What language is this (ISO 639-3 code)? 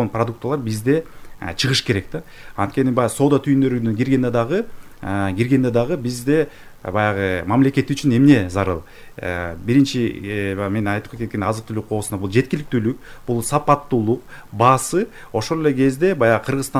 kir